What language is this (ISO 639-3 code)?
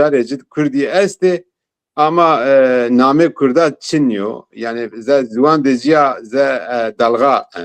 zza